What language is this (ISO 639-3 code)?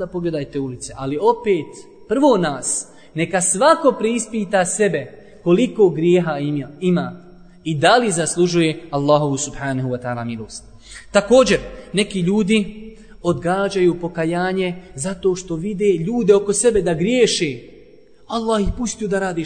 bos